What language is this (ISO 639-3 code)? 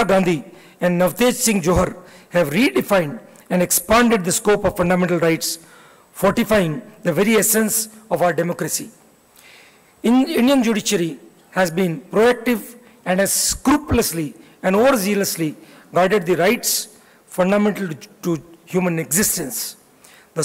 eng